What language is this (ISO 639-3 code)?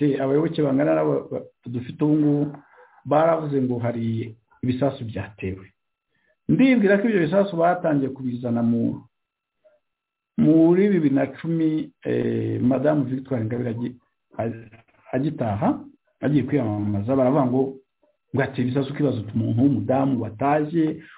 kin